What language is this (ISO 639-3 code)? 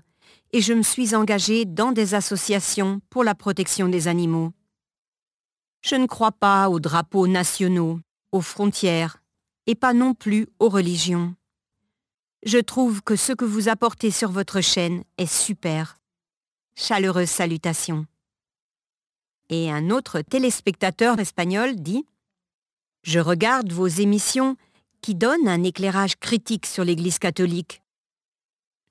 fra